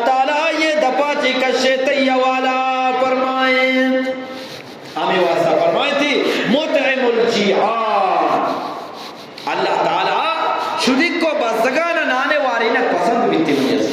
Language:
Eastern Balochi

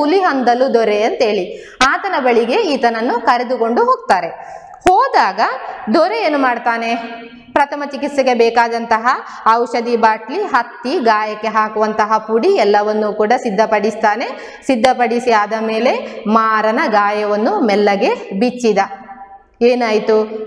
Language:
Kannada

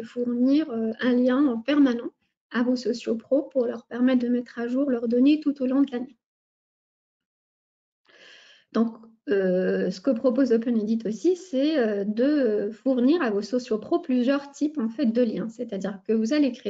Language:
French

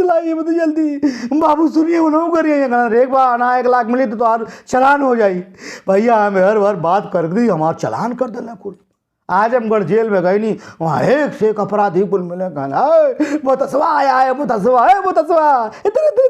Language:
Bhojpuri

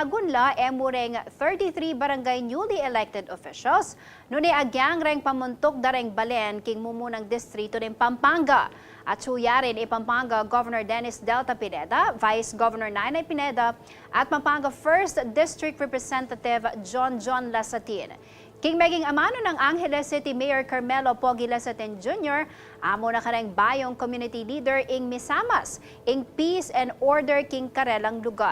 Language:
Pampanga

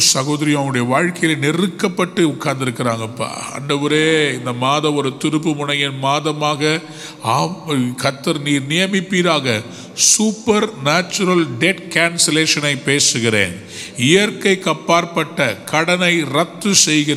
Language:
Tamil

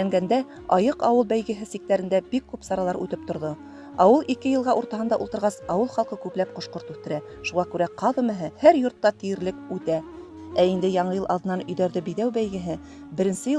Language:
Bashkir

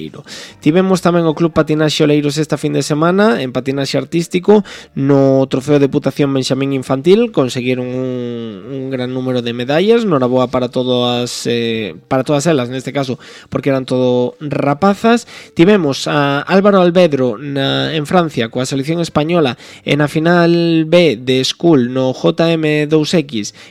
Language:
Galician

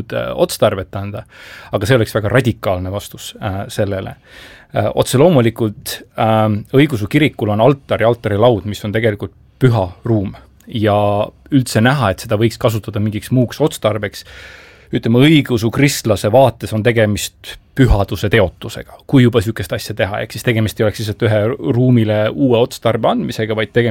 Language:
Estonian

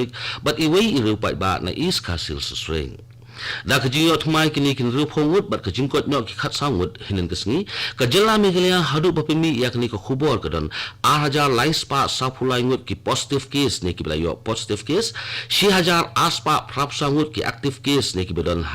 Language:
Khasi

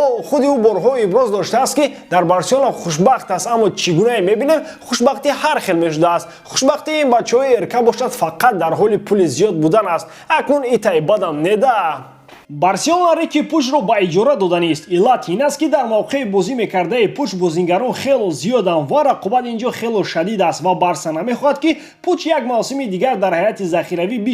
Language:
Tajik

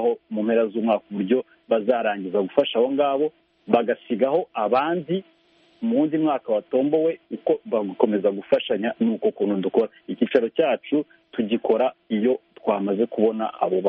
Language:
Kinyarwanda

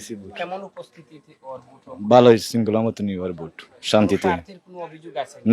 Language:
Sylheti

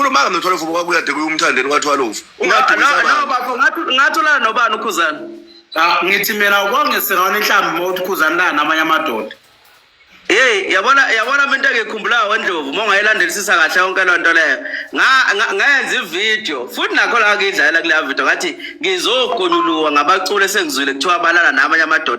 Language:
Zulu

